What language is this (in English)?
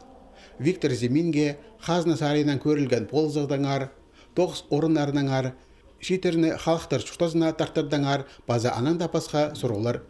Khakas